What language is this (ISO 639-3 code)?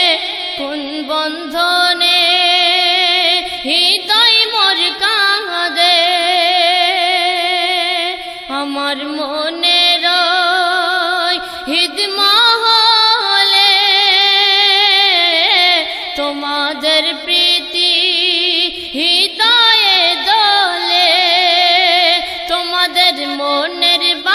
ben